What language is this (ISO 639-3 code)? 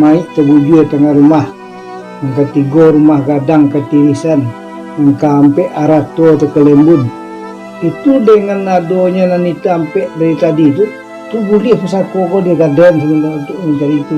min